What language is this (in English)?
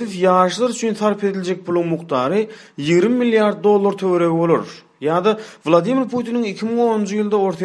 Turkmen